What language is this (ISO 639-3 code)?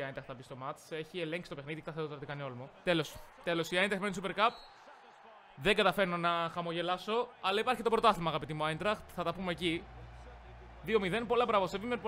ell